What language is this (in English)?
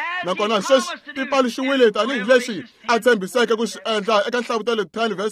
Tsonga